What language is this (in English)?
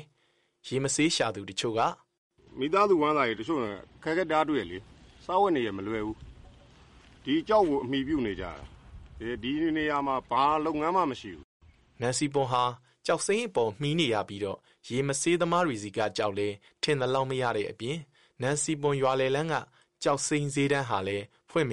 Burmese